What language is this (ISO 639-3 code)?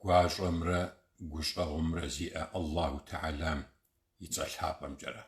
kbd